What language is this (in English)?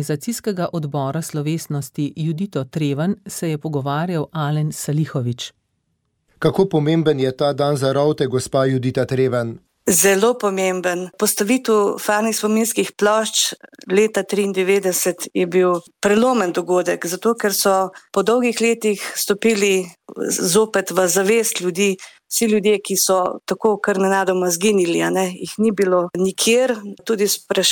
Slovenian